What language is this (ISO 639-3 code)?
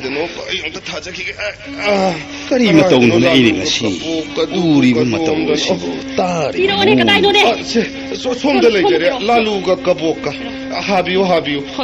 mni